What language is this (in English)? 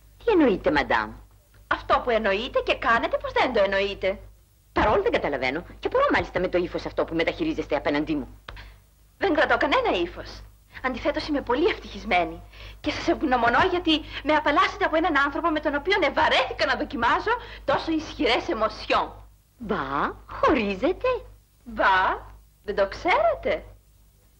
Greek